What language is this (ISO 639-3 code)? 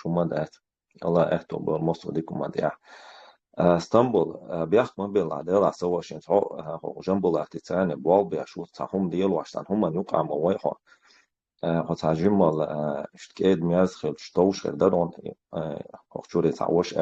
che